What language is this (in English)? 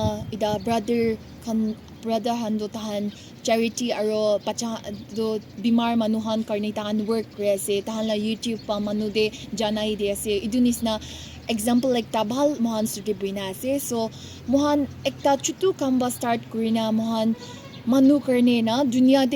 Naga Pidgin